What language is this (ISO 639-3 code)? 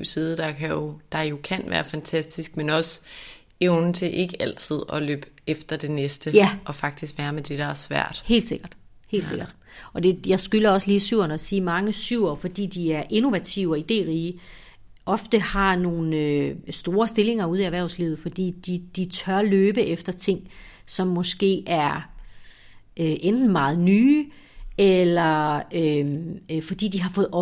dan